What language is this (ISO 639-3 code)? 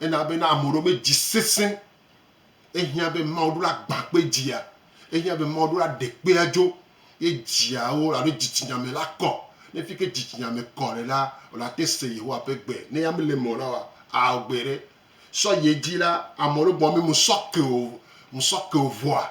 gej